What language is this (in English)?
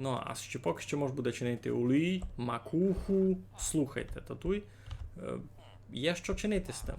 Rusyn